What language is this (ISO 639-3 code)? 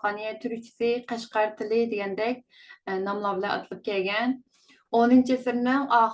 uig